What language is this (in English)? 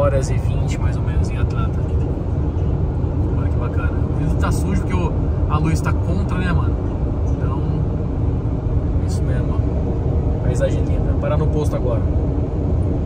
Portuguese